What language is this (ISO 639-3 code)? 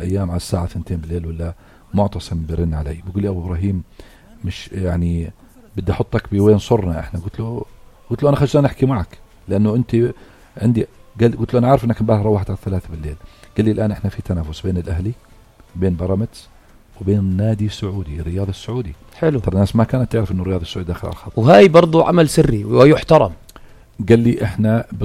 apc